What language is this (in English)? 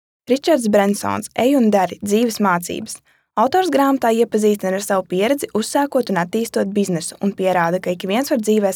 Latvian